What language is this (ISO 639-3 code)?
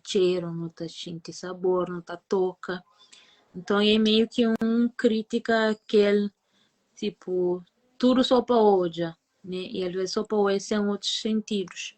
kea